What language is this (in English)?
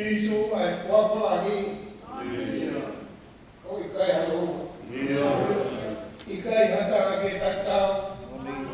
Tongan